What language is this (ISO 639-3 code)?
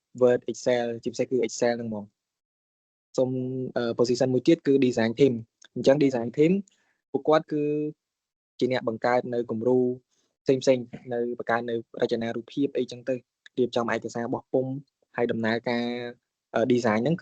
khm